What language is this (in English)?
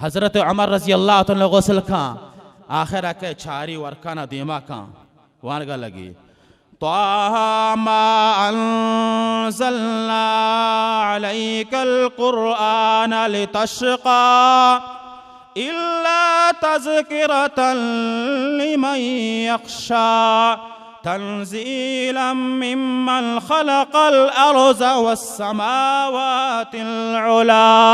Baluchi